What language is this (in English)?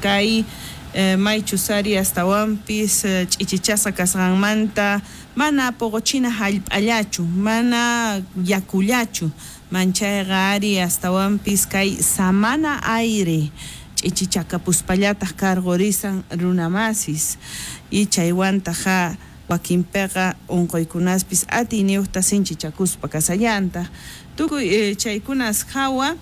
South Bolivian Quechua